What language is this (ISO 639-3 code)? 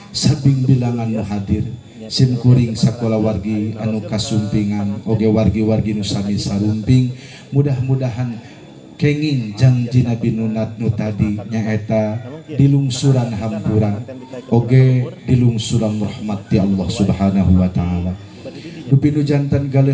sun